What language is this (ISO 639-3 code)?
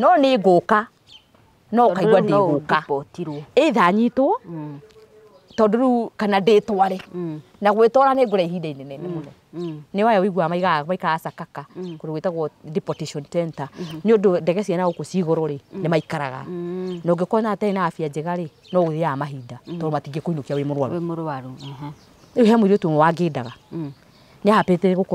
kik